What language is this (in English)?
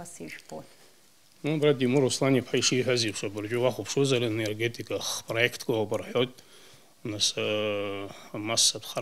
Abkhazian